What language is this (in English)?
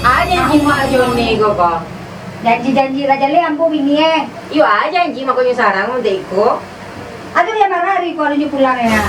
Minangkabau